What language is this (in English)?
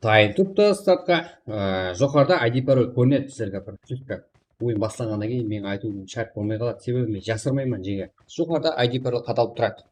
Kara-Kalpak